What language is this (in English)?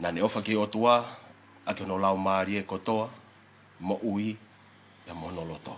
Tongan